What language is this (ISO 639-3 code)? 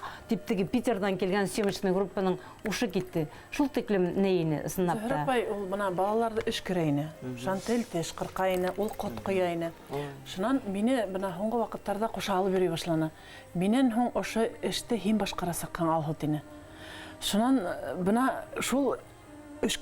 bak